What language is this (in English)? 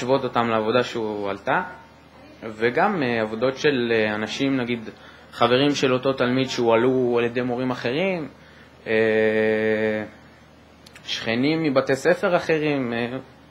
Hebrew